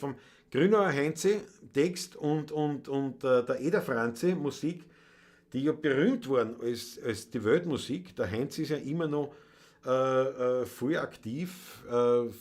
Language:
Bavarian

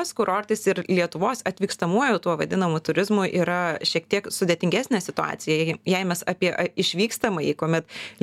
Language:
Lithuanian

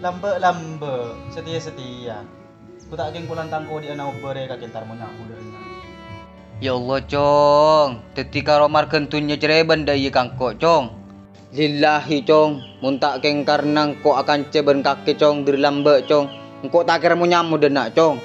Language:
Madurese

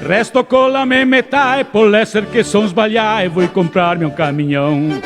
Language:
Venetian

